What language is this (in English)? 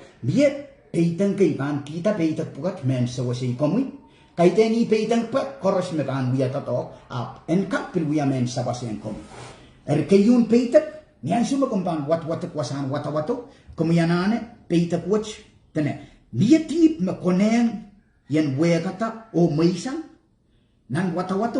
Pohnpeian